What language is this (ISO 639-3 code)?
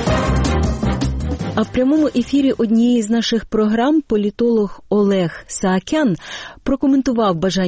ukr